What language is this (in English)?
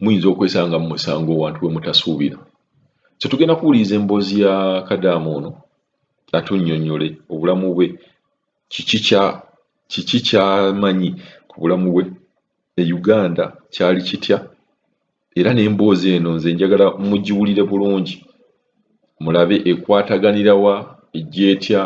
Ganda